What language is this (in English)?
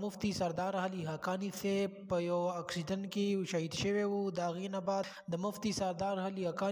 Pashto